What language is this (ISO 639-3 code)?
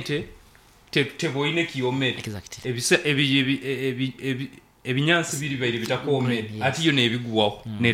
nyo